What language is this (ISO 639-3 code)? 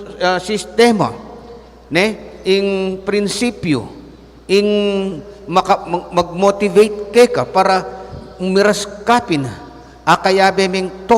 pam